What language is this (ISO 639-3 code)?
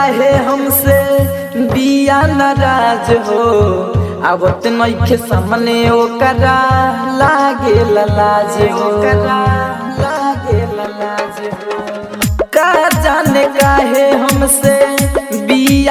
bho